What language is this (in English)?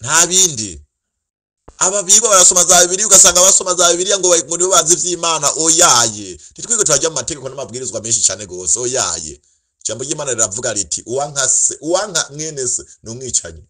Rundi